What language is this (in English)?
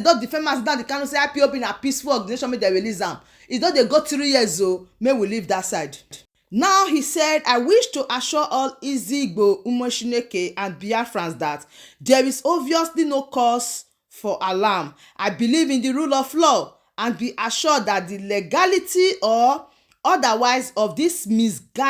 Nigerian Pidgin